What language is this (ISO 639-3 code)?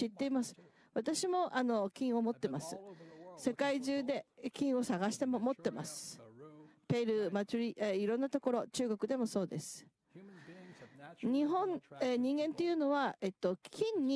jpn